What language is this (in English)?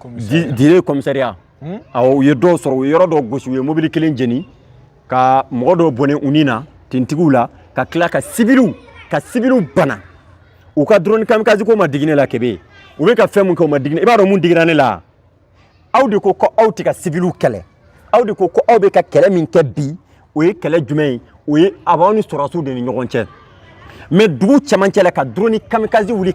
Bambara